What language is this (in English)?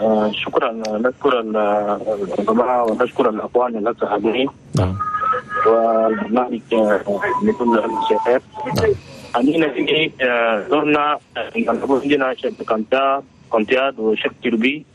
Chadian Arabic